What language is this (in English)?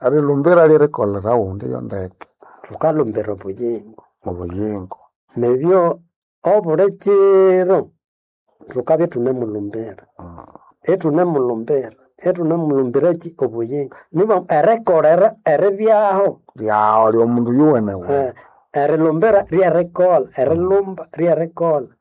Nande